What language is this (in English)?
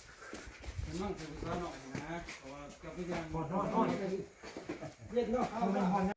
Lao